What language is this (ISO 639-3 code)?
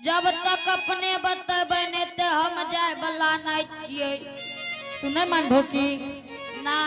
anp